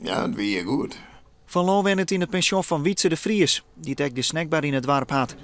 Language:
Western Frisian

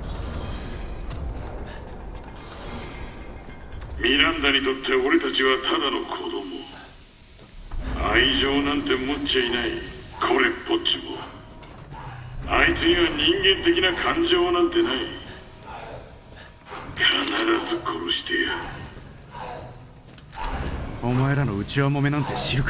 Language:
Japanese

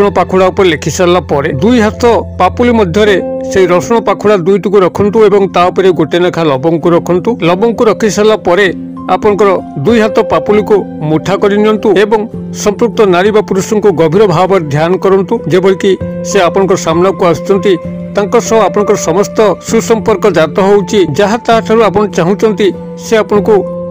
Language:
Odia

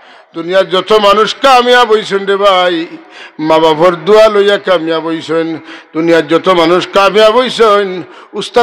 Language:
Sylheti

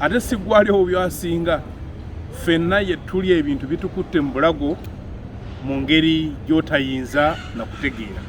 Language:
Ganda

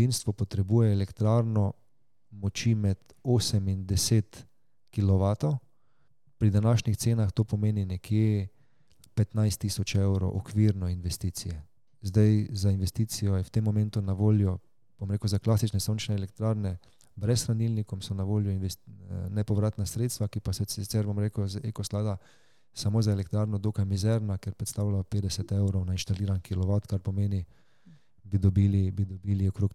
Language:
Slovenian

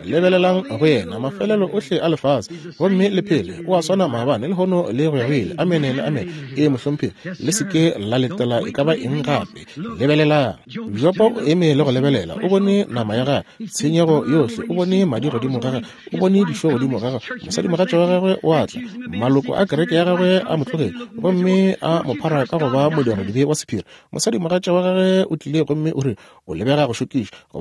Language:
Northern Sotho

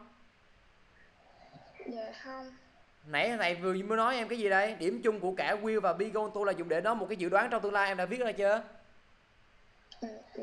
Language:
Vietnamese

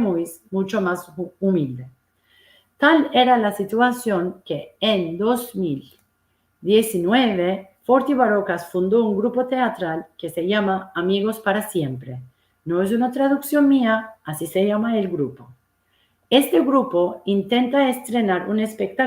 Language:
Ladino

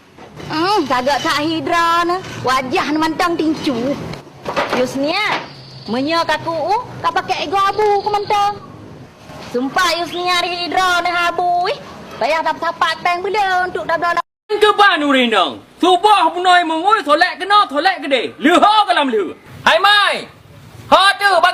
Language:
Achinese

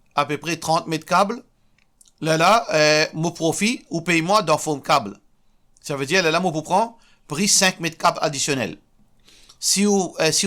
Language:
Morisyen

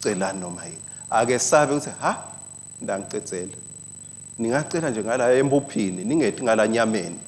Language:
Swati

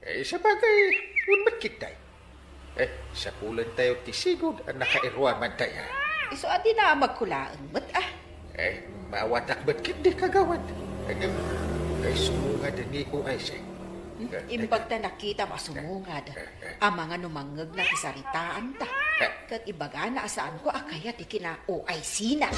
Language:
Iloko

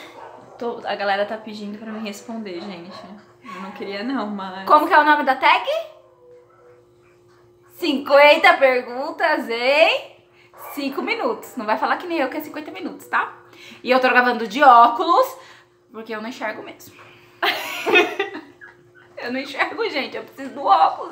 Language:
Portuguese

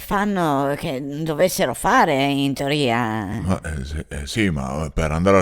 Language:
Venetian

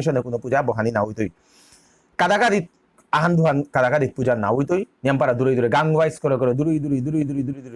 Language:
Bishnupriya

